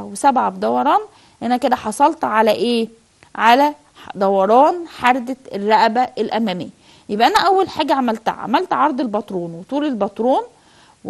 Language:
Egyptian Arabic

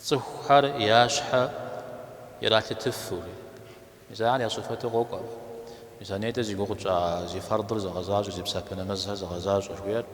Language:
Kabardian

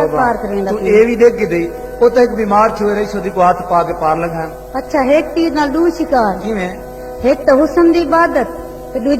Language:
Saraiki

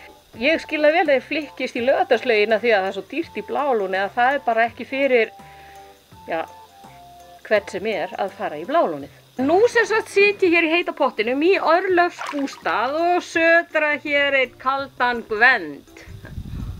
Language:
Icelandic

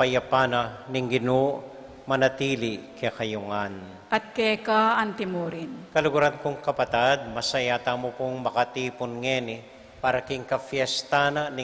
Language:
Pampanga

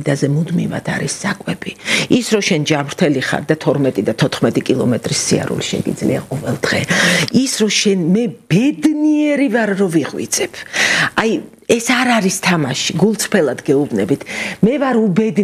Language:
Georgian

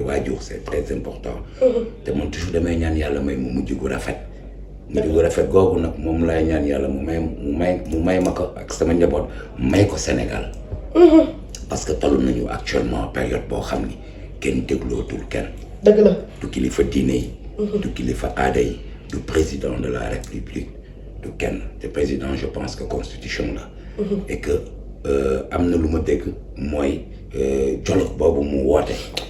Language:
Wolof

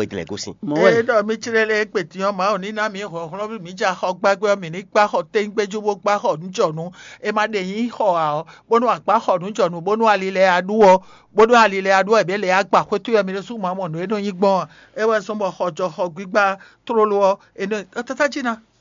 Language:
Fon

